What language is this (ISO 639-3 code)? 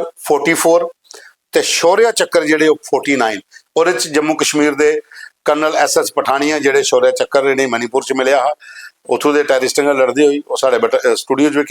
doi